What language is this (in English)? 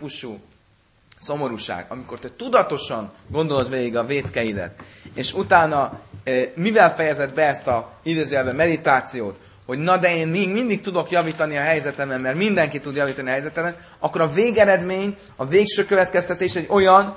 Hungarian